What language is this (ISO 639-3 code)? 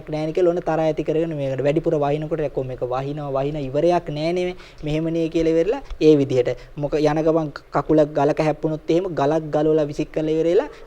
sin